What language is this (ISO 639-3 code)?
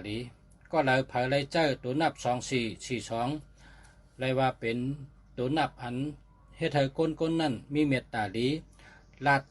shn